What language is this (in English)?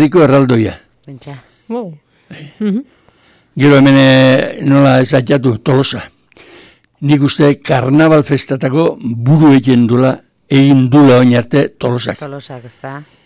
Basque